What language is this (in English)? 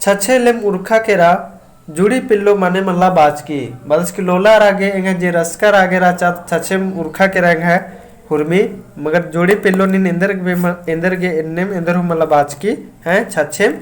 Kurukh